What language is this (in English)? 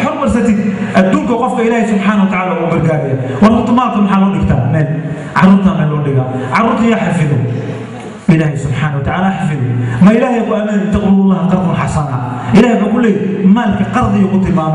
Somali